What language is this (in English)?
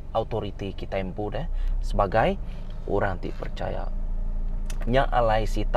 Iban